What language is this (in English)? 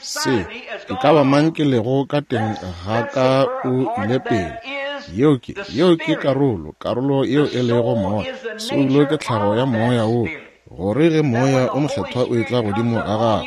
Northern Sotho